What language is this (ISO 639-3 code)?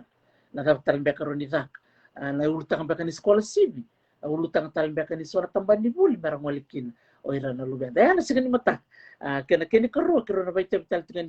fij